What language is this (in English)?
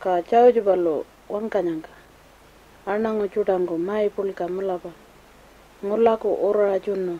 Pitjantjatjara